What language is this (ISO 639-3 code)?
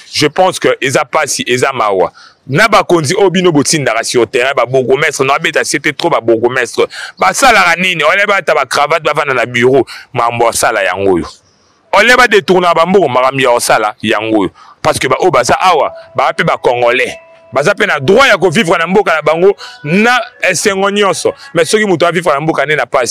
lin